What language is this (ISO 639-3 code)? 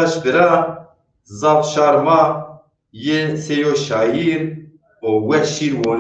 zza